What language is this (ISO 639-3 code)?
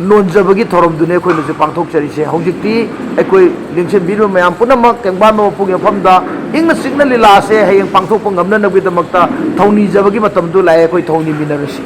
mni